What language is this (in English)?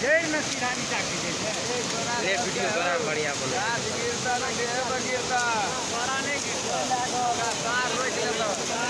Maithili